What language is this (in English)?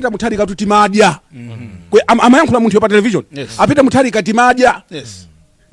Nyanja